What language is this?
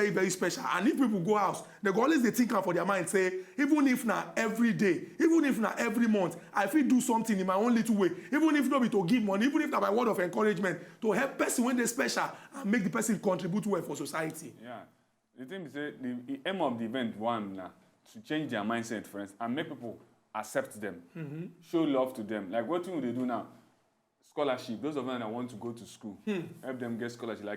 Nigerian Pidgin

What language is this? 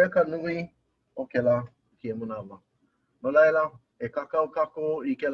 Hawaiian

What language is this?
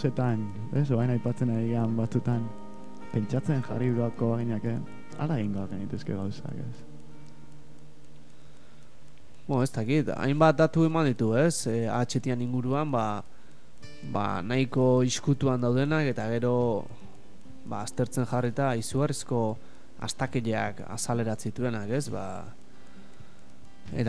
Basque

